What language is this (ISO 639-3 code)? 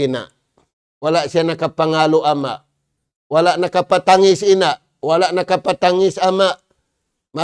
tsg